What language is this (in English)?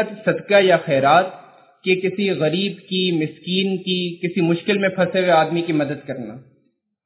Urdu